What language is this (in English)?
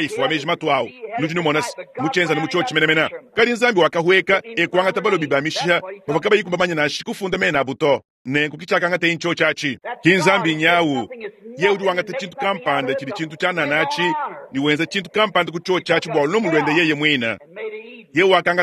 Luba-Lulua